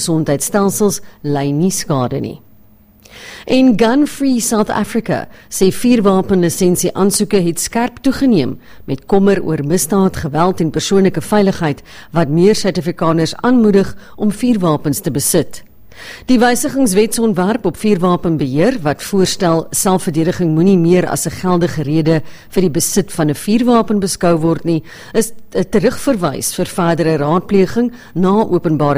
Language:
Afrikaans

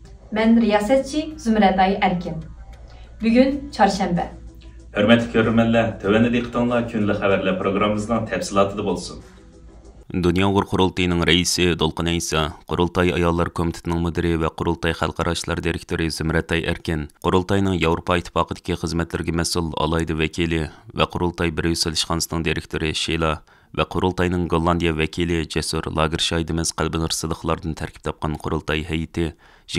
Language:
Uyghur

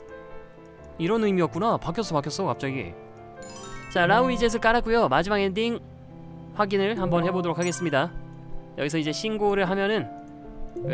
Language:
Korean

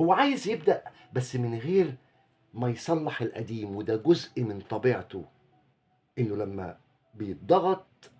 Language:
Egyptian Arabic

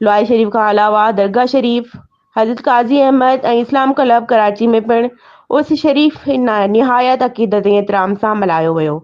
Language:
Sindhi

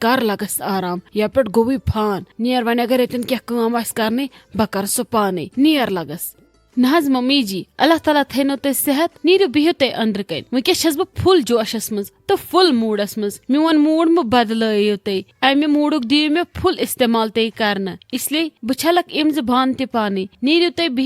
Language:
Kashmiri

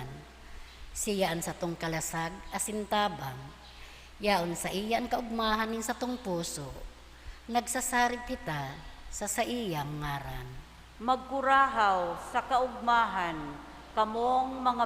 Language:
Bikol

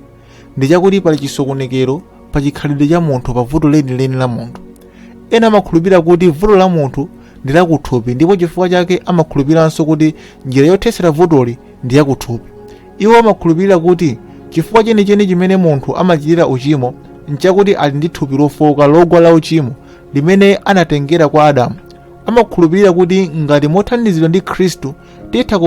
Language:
Nyanja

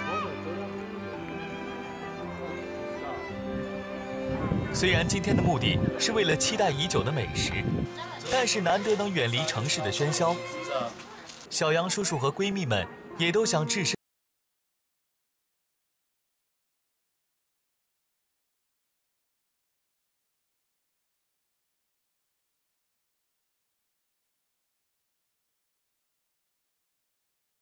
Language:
Chinese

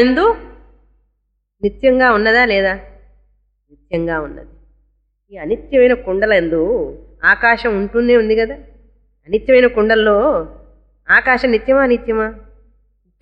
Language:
Telugu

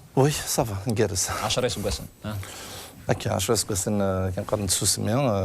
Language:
Kabyle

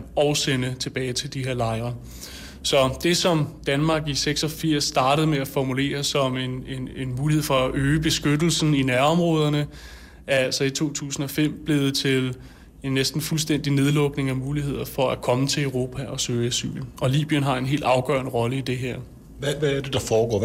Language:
Danish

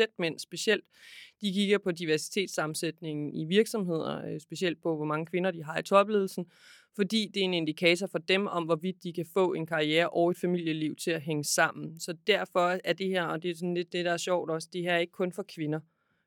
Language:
Danish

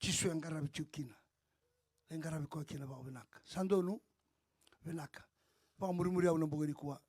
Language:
Fijian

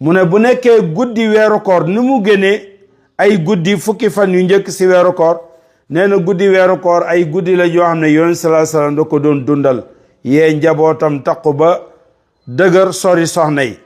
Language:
Wolof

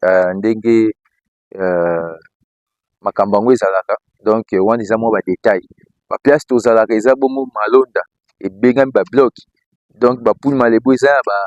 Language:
Lingala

